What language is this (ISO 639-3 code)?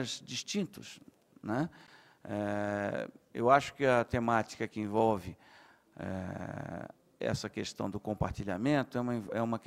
por